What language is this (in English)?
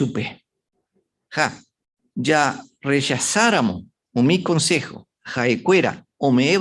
Guarani